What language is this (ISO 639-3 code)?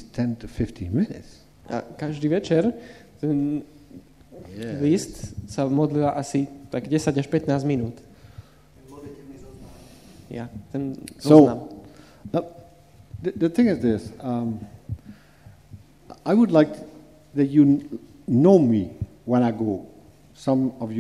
slk